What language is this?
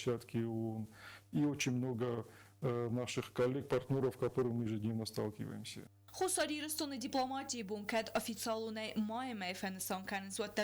Ossetic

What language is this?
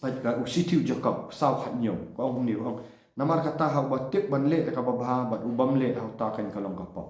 Khasi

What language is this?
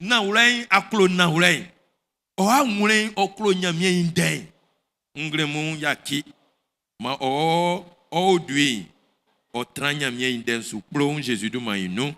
Baoulé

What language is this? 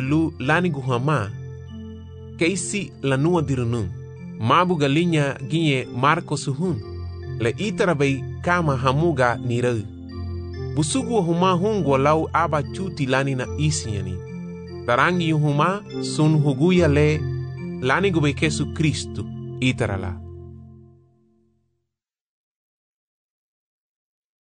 Garifuna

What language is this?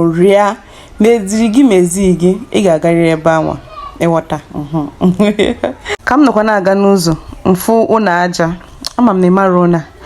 Igbo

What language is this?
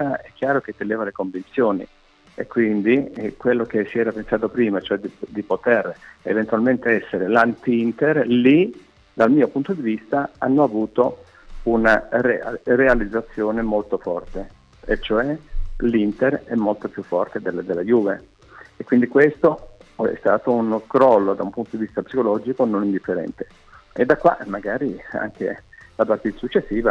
Italian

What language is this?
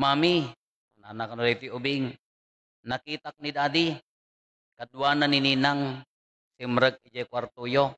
Iloko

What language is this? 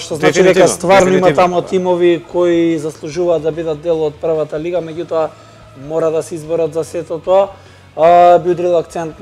Macedonian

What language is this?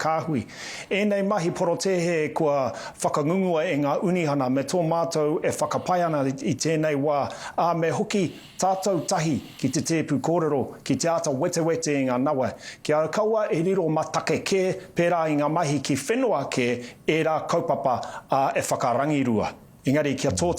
Māori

